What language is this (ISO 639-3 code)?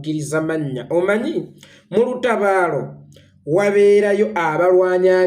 lug